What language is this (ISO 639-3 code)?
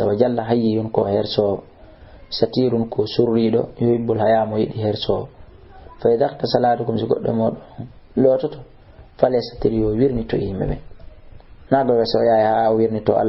ful